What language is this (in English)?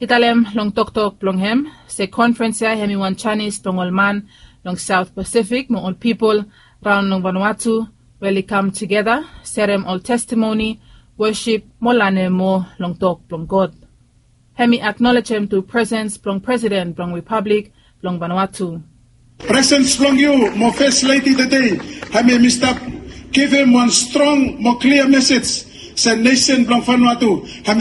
Bislama